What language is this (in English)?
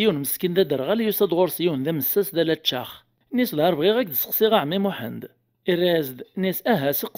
Kabyle